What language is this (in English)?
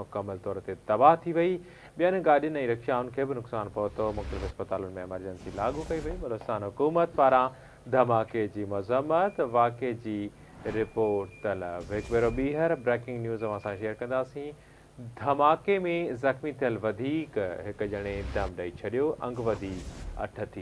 Sindhi